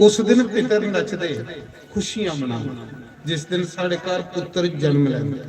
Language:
Dogri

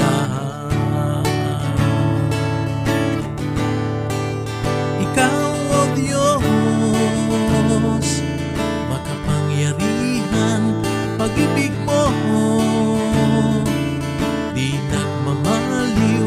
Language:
Filipino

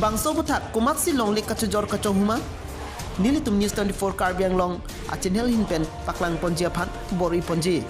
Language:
Karbi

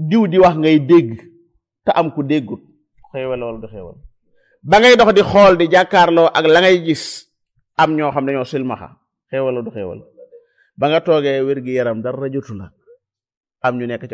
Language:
Wolof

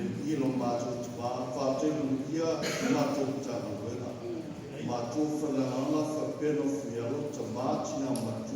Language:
Samoan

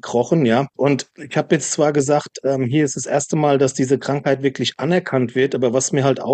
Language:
German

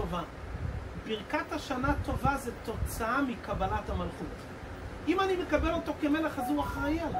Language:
Hebrew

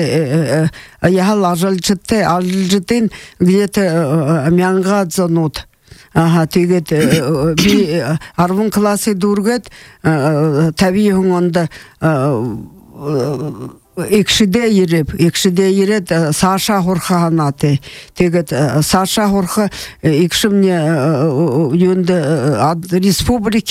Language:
Buriat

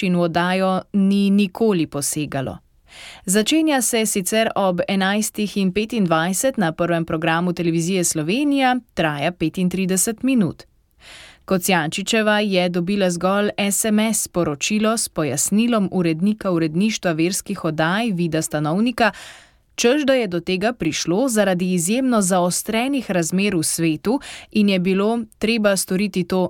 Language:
Slovenian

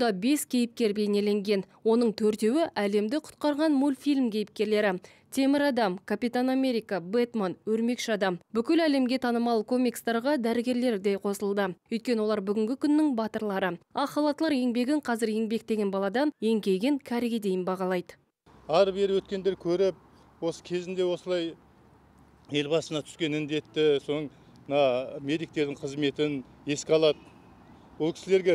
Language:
Kazakh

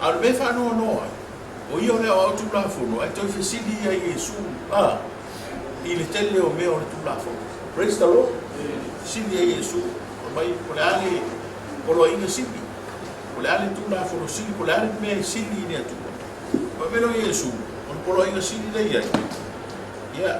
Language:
Samoan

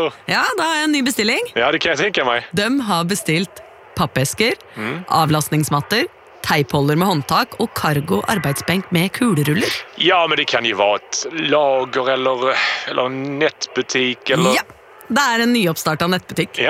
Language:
Norwegian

